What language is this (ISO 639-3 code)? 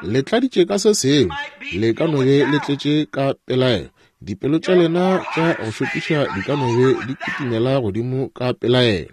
nso